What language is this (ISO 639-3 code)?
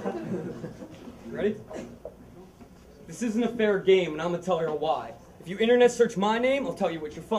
eng